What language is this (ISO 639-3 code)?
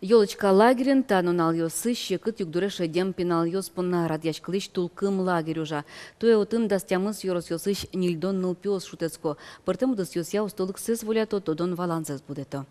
udm